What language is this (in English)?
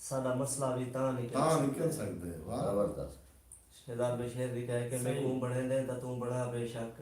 Saraiki